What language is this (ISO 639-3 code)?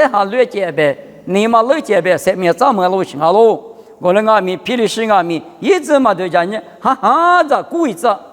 lis